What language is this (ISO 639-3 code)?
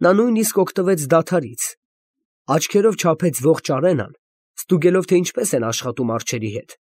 hye